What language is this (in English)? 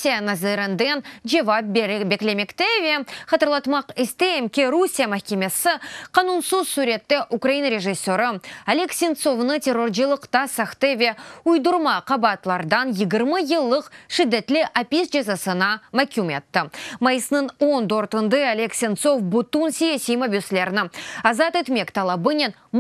Crimean Tatar